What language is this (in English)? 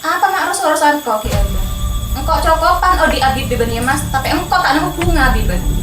Madurese